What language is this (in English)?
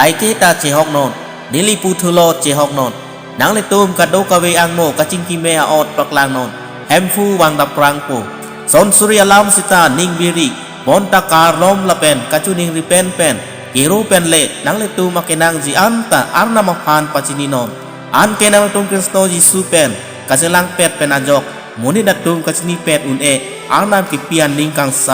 Karbi